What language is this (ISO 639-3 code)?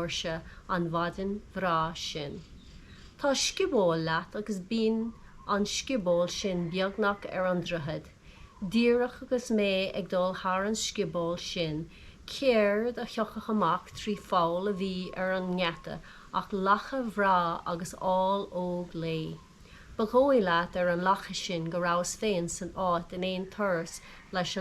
gle